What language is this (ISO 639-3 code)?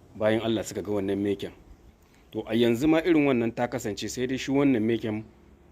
hau